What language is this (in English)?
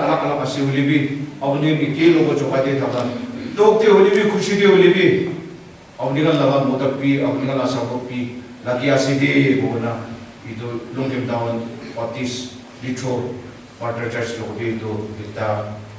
Naga Pidgin